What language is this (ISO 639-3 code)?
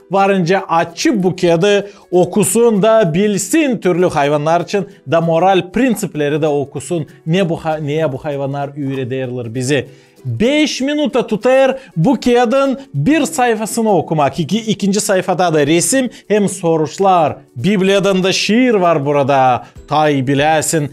gag